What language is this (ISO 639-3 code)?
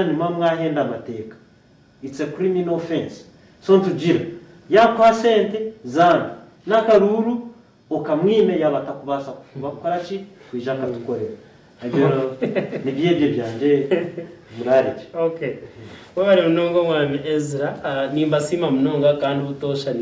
nyn